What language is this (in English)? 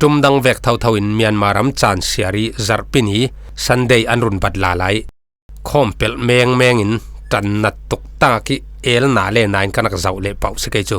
Falam Chin